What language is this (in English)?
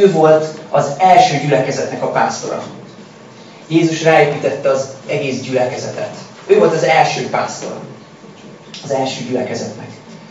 Hungarian